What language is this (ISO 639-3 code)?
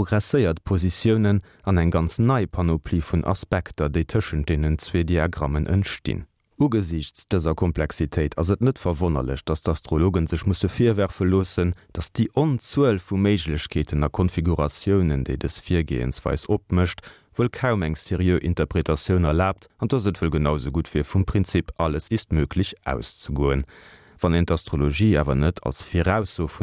ltz